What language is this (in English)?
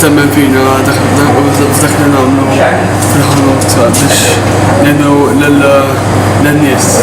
Maltese